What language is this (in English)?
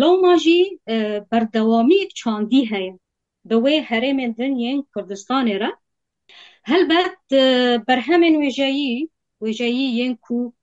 Kurdish